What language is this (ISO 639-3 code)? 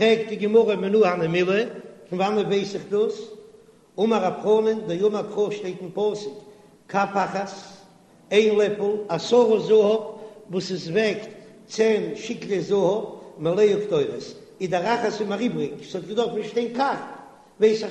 yid